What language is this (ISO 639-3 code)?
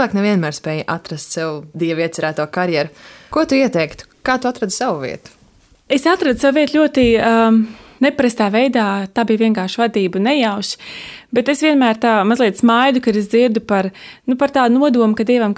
lav